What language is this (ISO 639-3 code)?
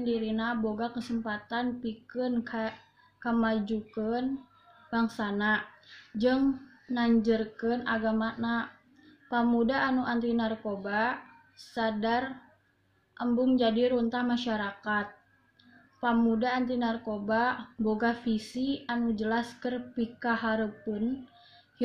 sun